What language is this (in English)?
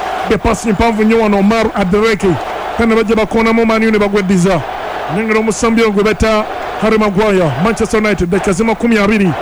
Ganda